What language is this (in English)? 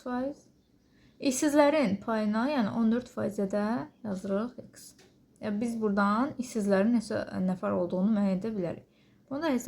Azerbaijani